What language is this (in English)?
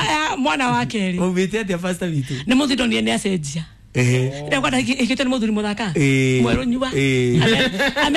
Kikuyu